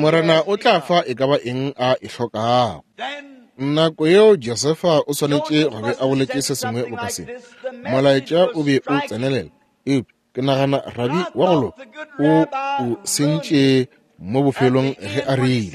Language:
Northern Sotho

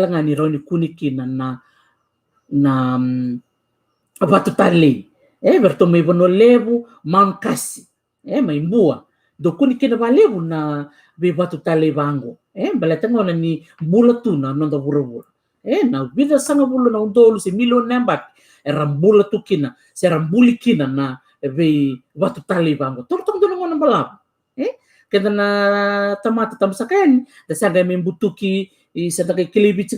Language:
Fijian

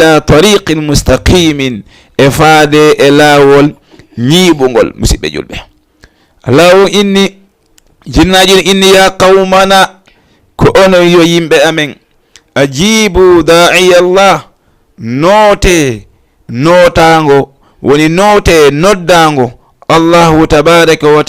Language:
Fula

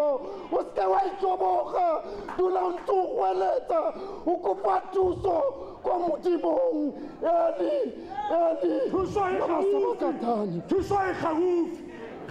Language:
Tswana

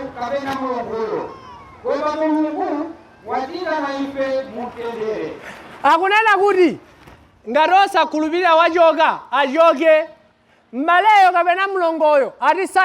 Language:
Nyanja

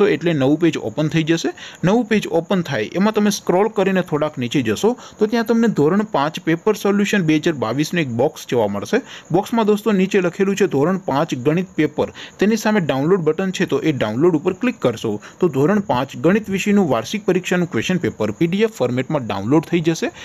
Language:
Gujarati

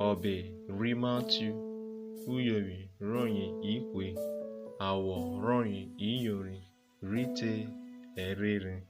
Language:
Urhobo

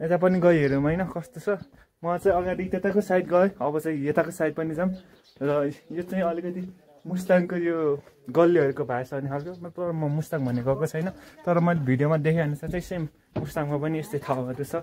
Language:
Nepali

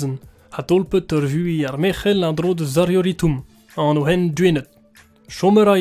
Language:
Breton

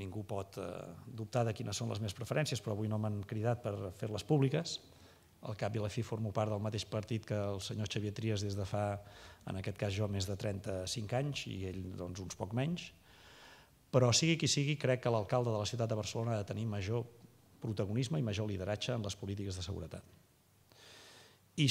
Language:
Catalan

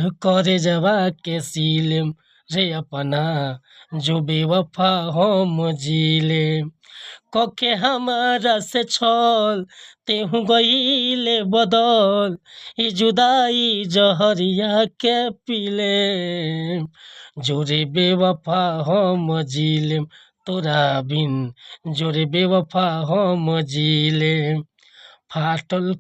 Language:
Bhojpuri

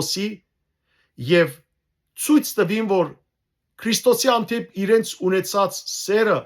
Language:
Western Armenian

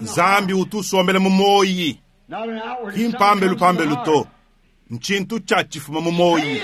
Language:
Luba-Lulua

